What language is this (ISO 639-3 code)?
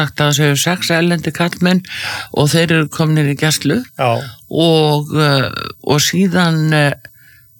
isl